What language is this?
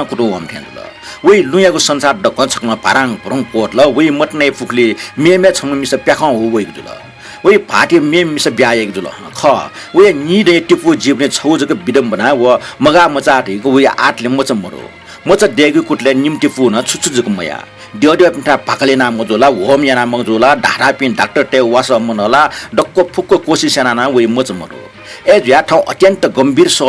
Newari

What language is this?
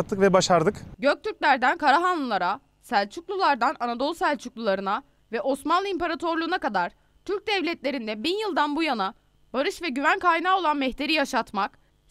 Turkish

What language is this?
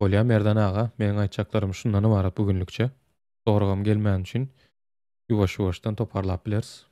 Turkmen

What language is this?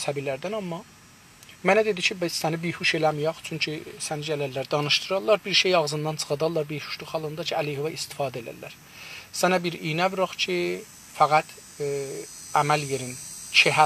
South Azerbaijani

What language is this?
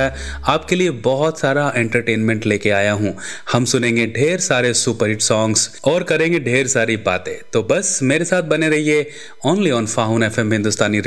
Hindi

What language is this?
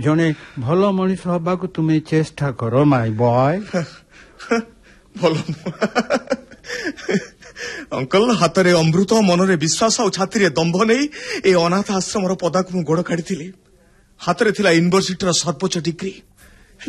Odia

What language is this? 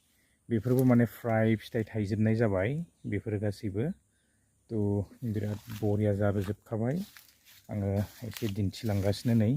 Bodo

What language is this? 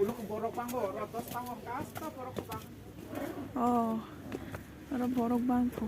Kok Borok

